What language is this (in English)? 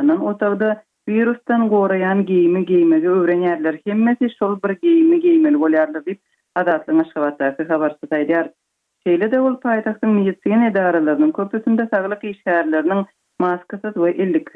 Turkmen